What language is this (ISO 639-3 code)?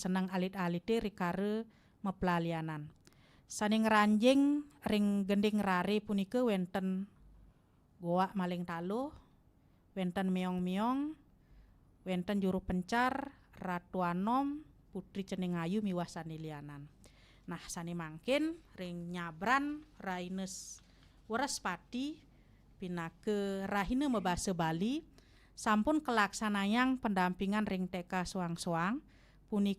ban